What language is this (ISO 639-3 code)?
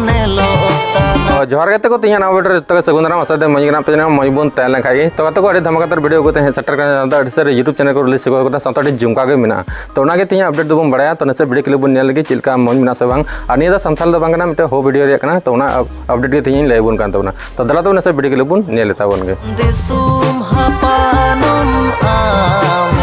sat